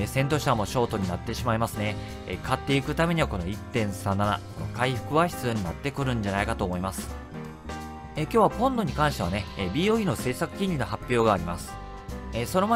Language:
Japanese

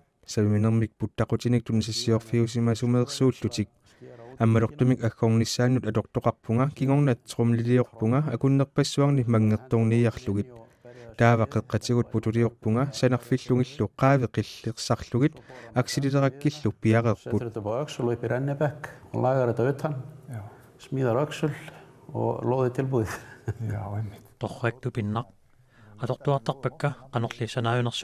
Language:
Kalaallisut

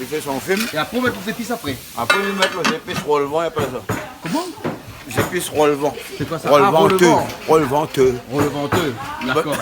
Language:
Réunion Creole French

